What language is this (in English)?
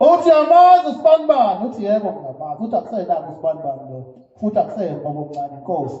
Zulu